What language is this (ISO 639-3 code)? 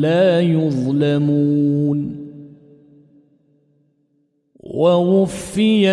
ara